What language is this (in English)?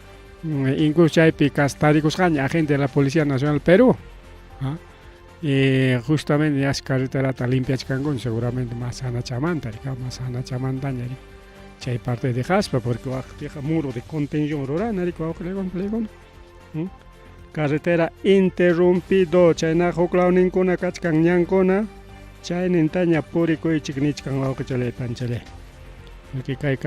Ayacucho Quechua